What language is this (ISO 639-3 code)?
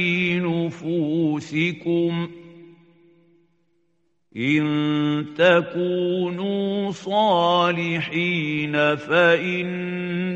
ara